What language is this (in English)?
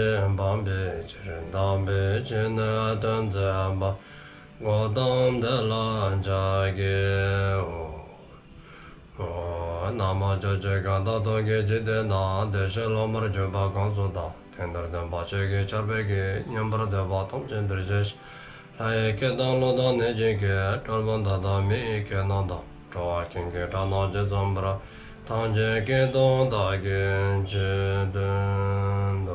Dzongkha